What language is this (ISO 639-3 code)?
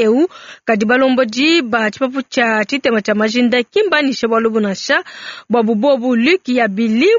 lua